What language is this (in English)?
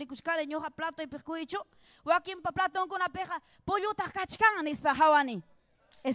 Ayacucho Quechua